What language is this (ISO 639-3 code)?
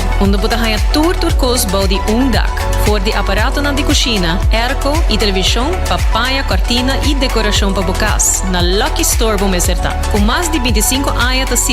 pap